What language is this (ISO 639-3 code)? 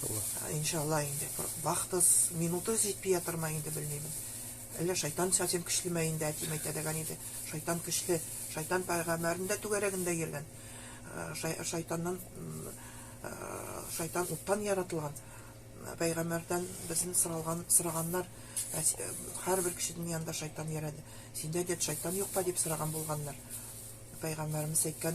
nog